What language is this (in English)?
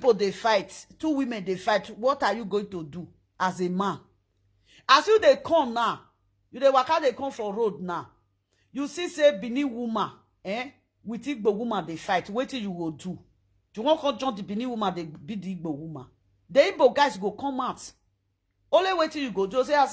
Nigerian Pidgin